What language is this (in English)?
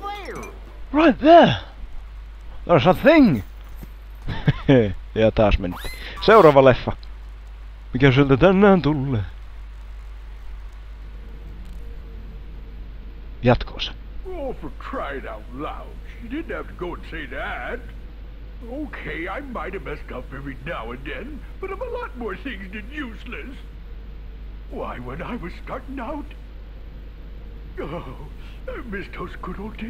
Finnish